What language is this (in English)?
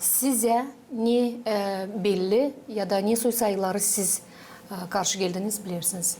Gagauz